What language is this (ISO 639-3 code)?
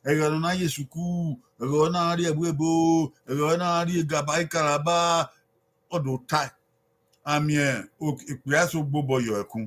bin